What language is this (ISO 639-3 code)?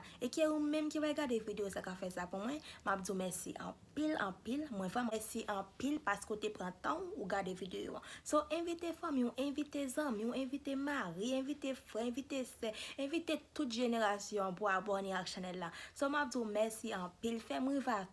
hat